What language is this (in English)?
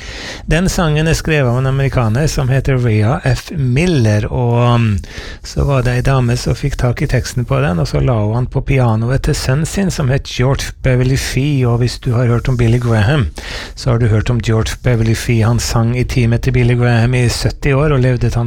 Norwegian